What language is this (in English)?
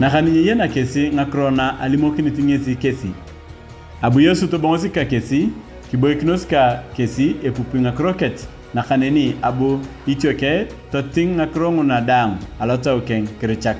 Turkana